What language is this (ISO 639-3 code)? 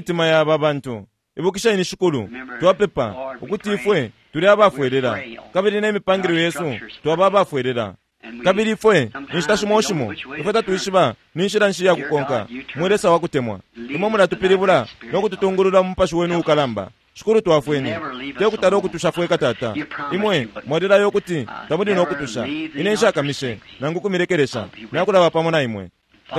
bem